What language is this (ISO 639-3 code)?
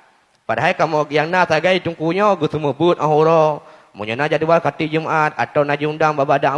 ace